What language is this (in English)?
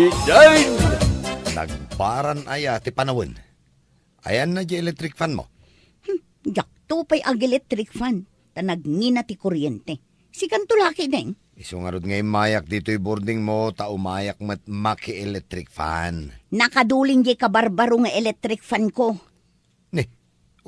Iloko